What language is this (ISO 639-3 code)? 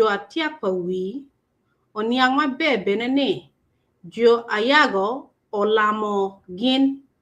ach